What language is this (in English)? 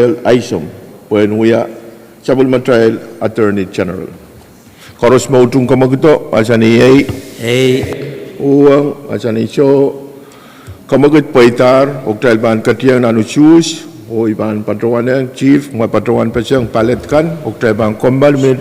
Pohnpeian